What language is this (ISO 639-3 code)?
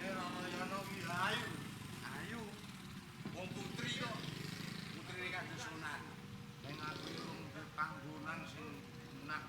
jav